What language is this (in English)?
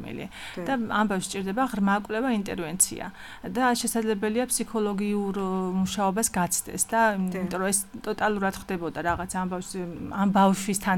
Georgian